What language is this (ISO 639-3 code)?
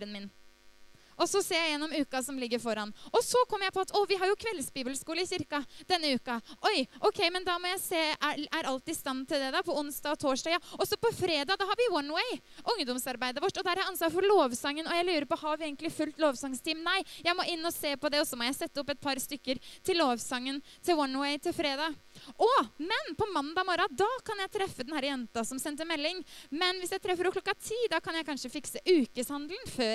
nor